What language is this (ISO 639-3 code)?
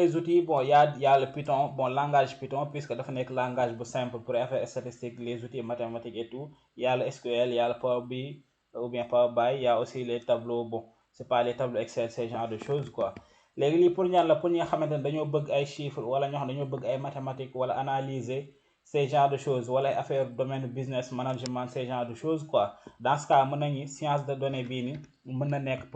wol